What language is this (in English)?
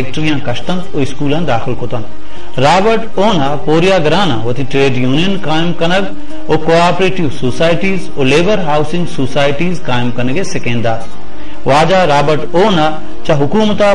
Baluchi